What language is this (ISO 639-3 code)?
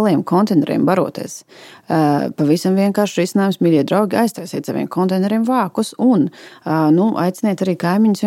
lav